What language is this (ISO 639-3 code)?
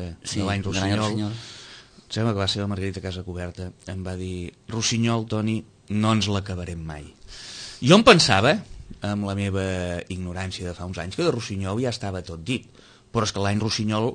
cat